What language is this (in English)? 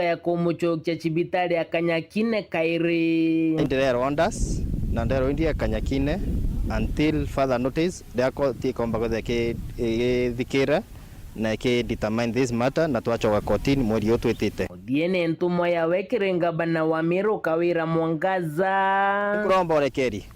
Meru